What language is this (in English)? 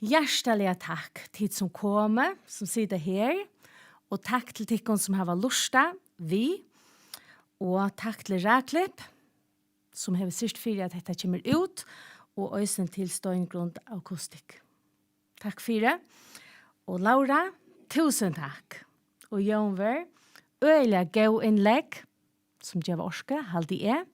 Faroese